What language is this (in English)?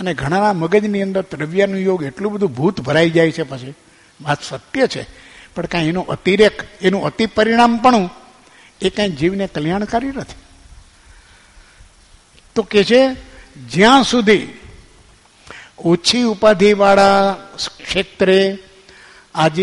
Gujarati